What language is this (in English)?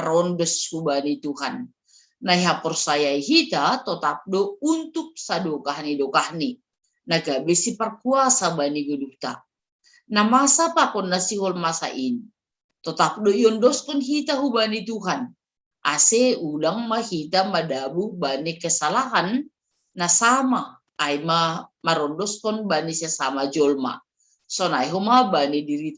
Batak Simalungun